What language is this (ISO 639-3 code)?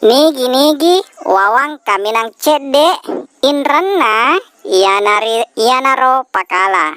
bug